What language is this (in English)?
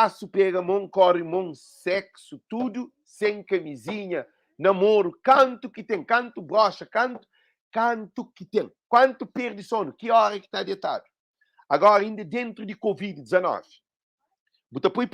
Kabuverdianu